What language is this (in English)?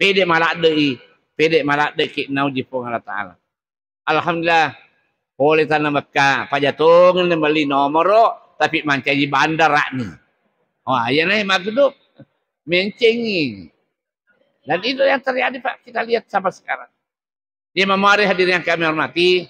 Buginese